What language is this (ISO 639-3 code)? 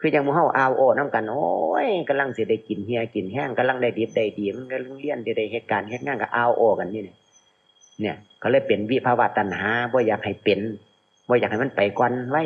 lao